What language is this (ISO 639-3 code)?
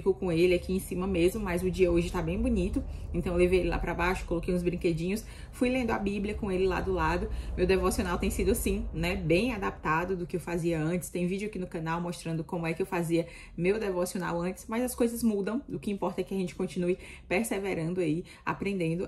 por